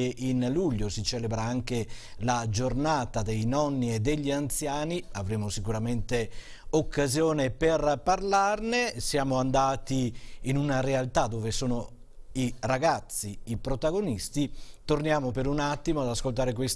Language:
Italian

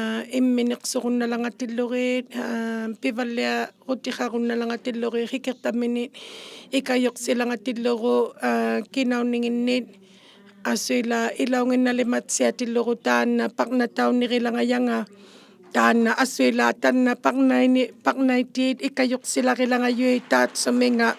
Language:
Inuktitut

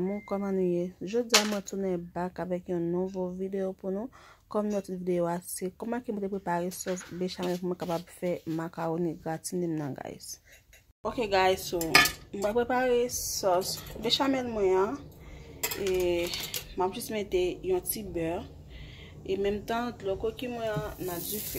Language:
Haitian Creole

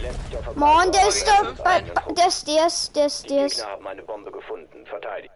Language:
Bavarian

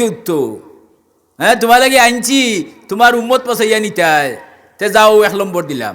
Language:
Sylheti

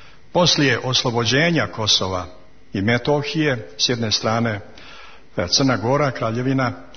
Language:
Serbian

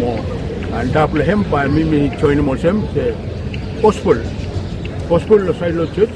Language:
Bislama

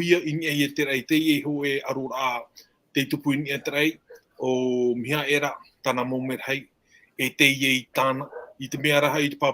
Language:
Tahitian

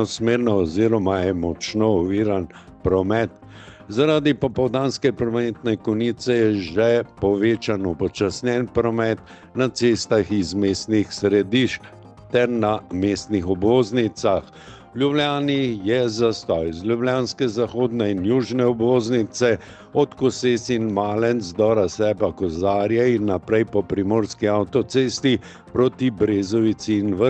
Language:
Slovenian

